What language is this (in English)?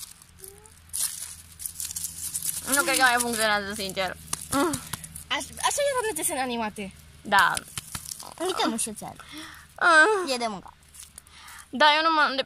Romanian